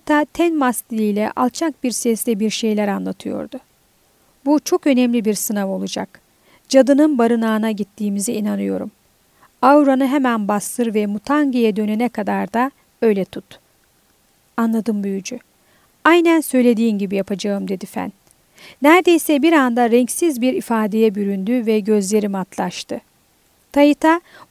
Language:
Turkish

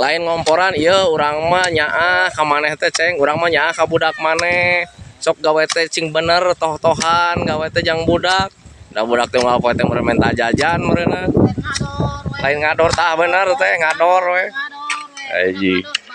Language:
Sundanese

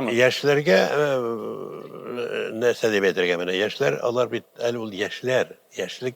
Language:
Tatar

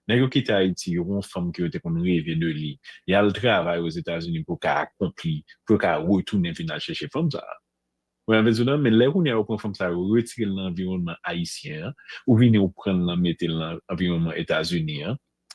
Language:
Haitian Creole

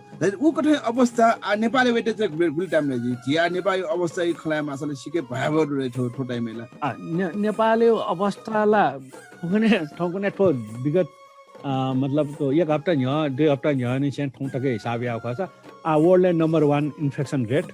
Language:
Newari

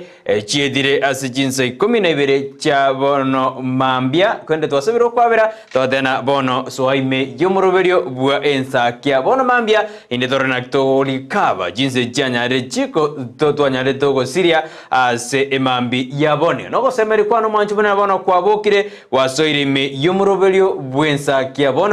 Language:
Gusii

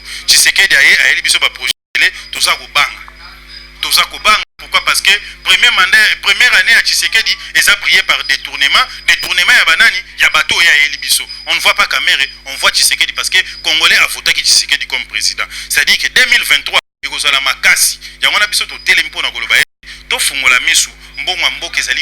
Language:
Lingala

